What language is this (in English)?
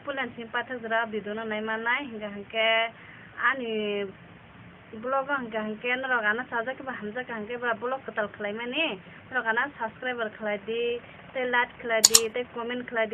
Kok Borok